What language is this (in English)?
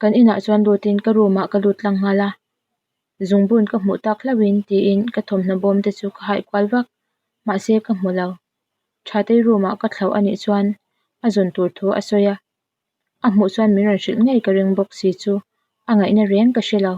Mizo